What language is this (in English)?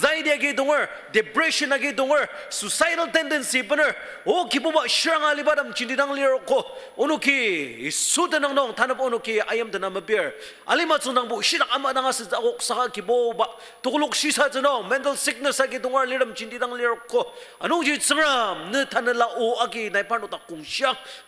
Ao Naga